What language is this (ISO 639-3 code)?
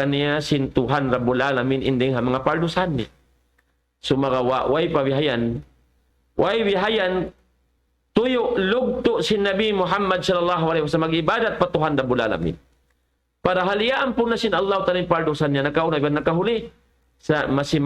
tsg